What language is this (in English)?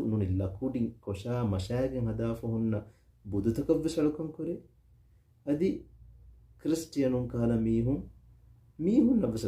Divehi